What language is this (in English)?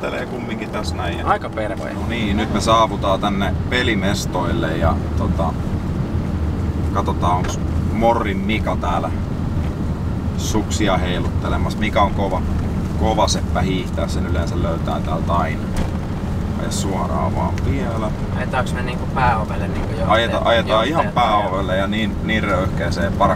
Finnish